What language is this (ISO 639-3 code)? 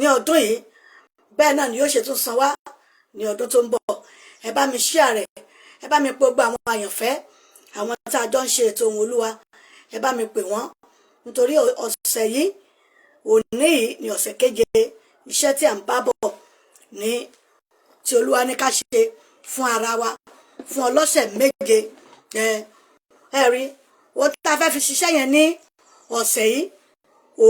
yor